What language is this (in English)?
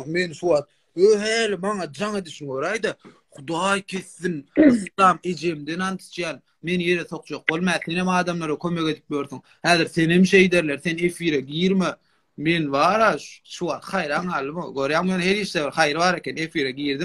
Turkmen